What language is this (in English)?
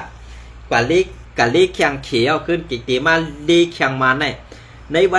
Shan